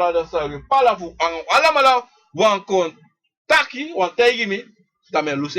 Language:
Sranan Tongo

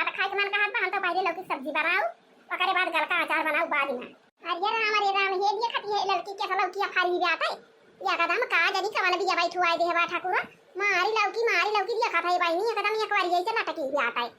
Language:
Awadhi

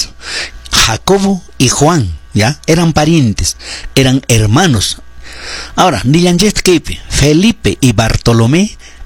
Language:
Quechua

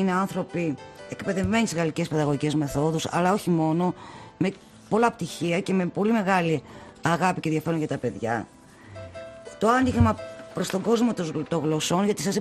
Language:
Greek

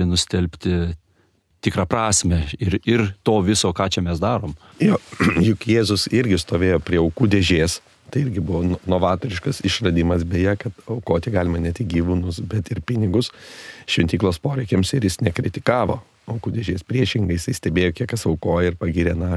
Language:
Lithuanian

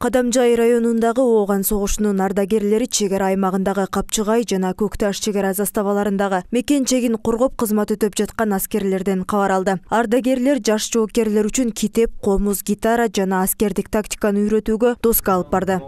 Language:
Kyrgyz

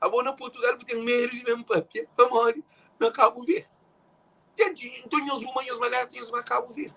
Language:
Kabuverdianu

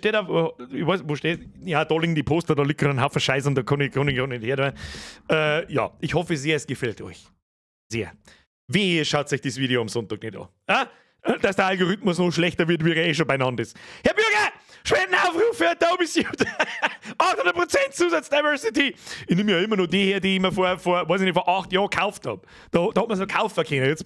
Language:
Bavarian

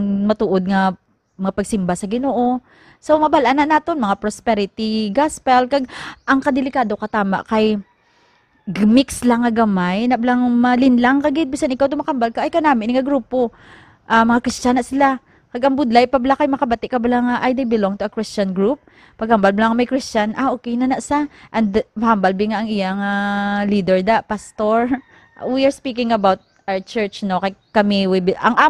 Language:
Hiligaynon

